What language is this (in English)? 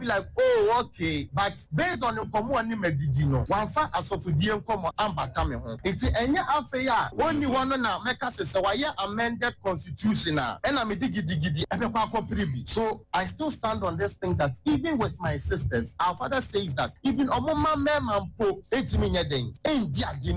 Akan